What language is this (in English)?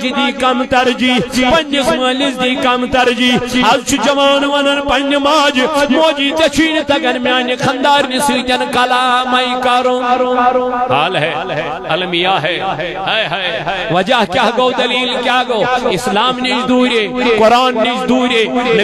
Kashmiri